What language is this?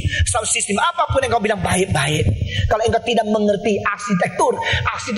Indonesian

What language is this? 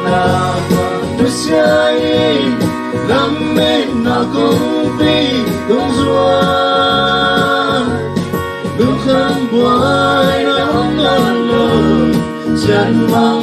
Tedim Chin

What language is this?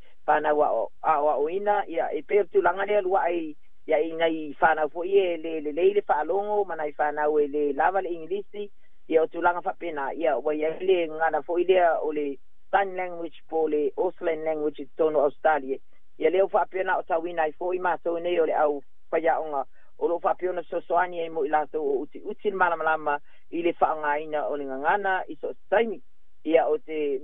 Samoan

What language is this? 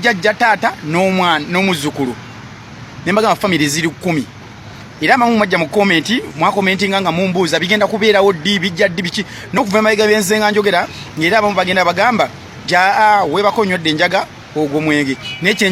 Ganda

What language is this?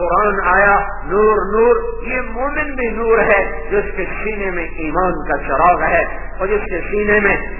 Urdu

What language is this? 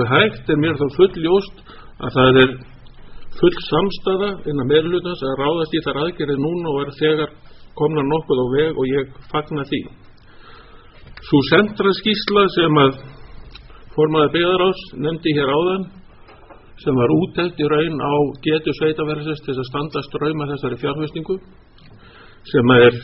Icelandic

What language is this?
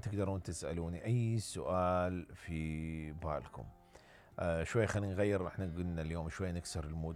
Mesopotamian Arabic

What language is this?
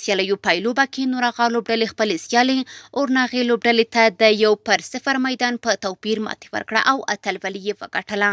Pashto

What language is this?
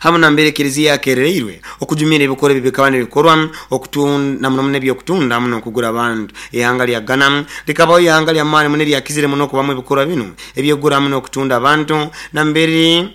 Nyoro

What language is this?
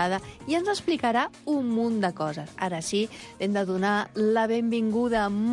Catalan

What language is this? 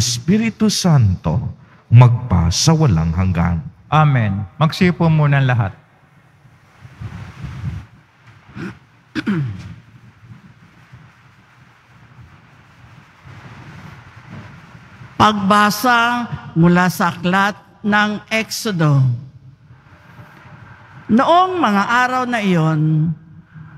Filipino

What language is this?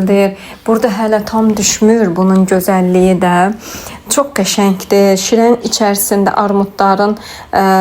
Azerbaijani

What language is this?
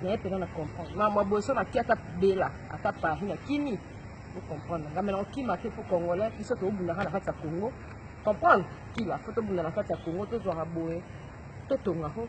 Lingala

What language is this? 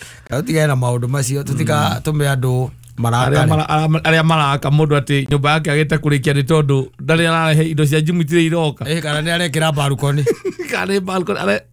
Kikuyu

